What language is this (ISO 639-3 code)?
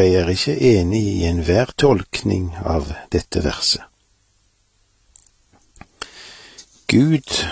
nor